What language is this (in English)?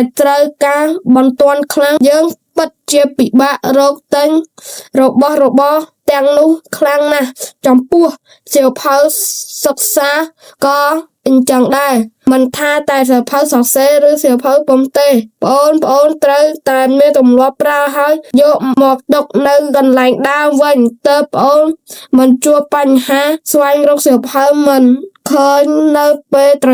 Khmer